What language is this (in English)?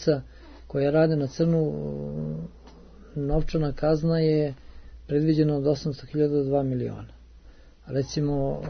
Serbian